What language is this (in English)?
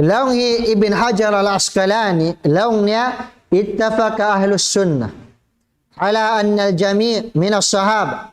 Tausug